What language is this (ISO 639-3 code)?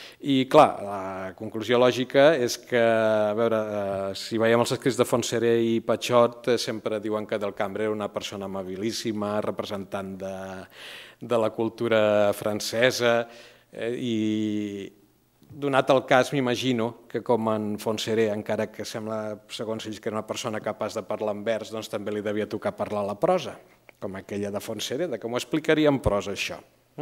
cat